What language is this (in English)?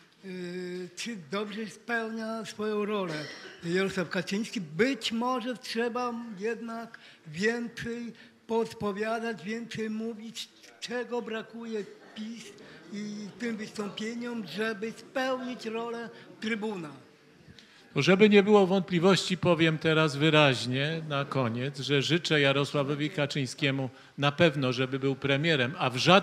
Polish